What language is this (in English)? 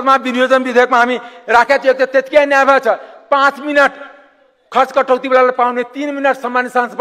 Nepali